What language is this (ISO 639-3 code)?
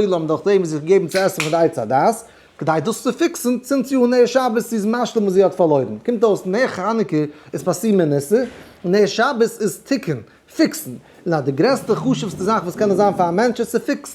yid